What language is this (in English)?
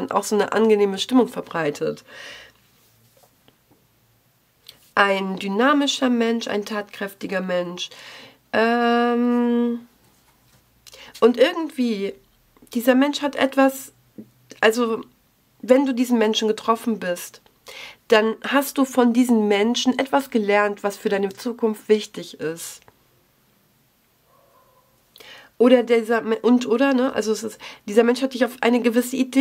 German